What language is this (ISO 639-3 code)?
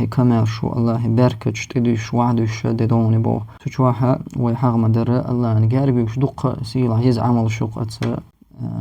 che